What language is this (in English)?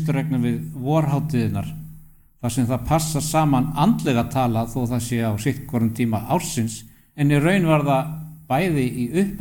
Icelandic